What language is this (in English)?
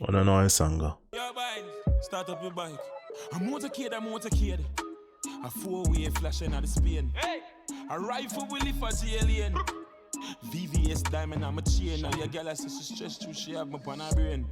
Jamaican Creole English